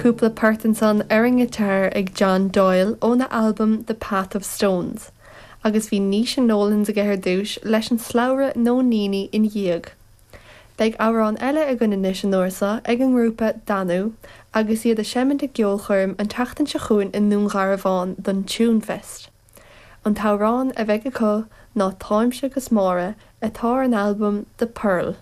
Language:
Irish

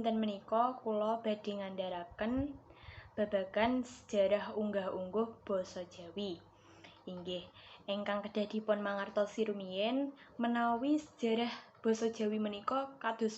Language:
Javanese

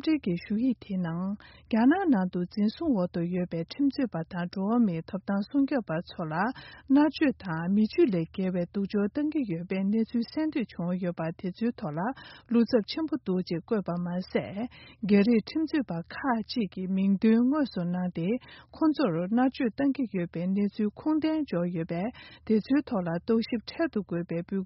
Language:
Tibetan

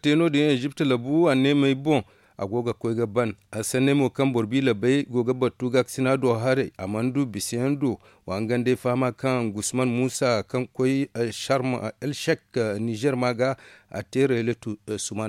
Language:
Zarma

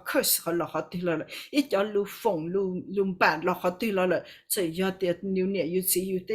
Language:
Hmong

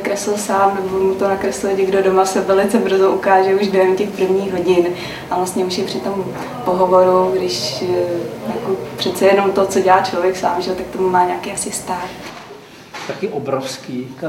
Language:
Czech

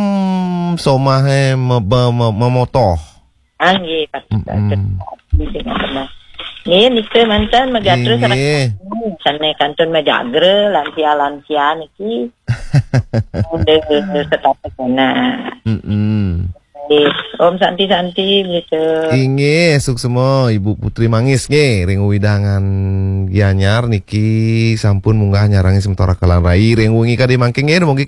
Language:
Balinese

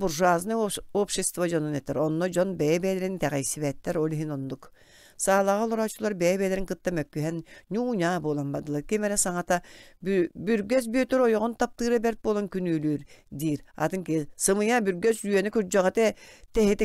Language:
Yakut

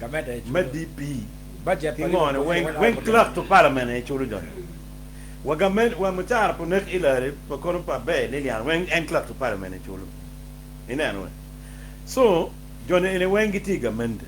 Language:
Acoli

